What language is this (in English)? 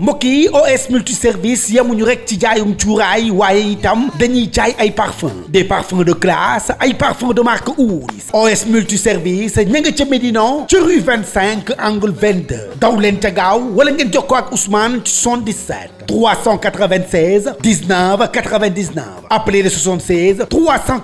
Wolof